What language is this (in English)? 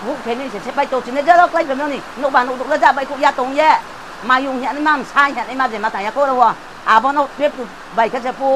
Riang (India)